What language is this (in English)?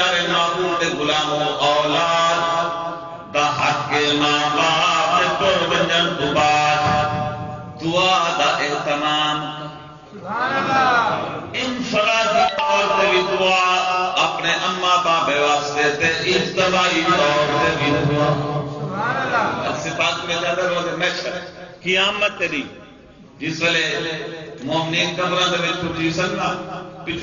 Saraiki